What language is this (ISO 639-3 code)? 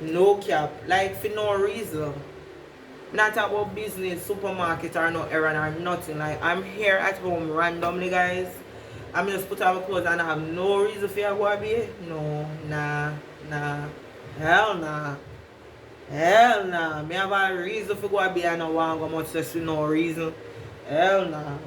jam